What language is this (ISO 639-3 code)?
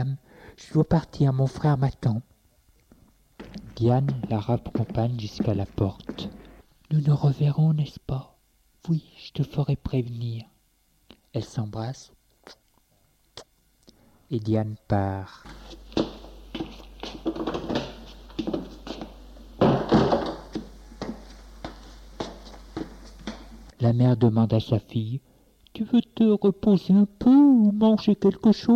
fra